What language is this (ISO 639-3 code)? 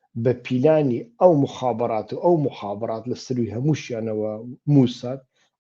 ckb